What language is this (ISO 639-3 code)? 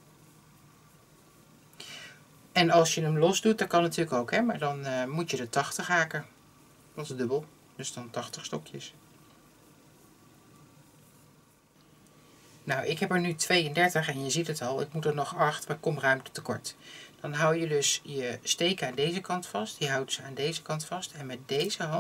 nld